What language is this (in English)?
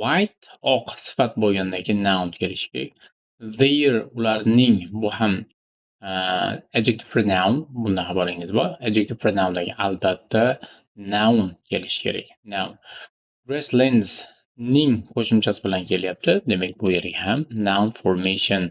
Uzbek